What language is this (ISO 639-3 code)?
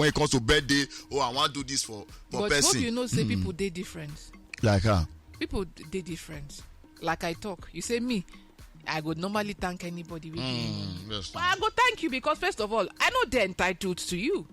pcm